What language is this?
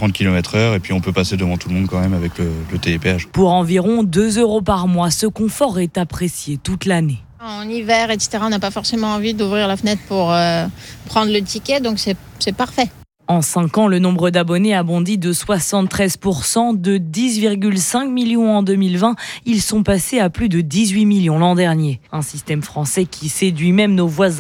French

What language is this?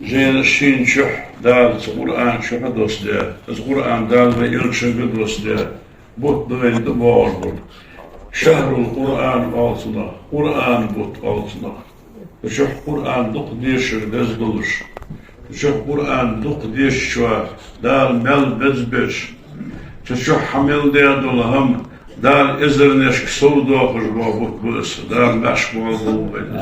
Ingush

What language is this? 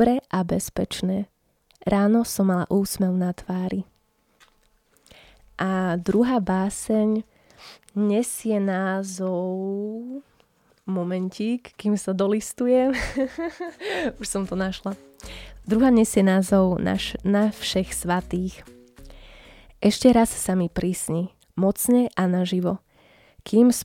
Slovak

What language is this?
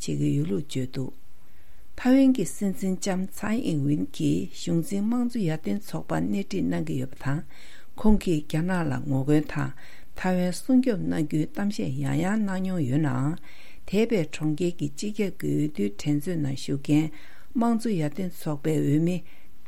Tibetan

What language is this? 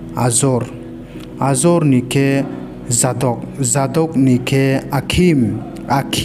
Riang (India)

